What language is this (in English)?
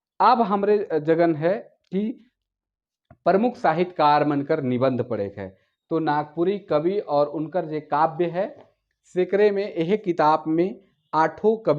Sadri